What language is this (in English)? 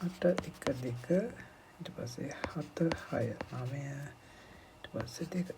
Sinhala